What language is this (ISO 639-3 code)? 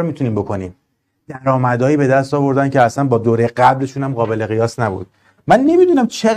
fas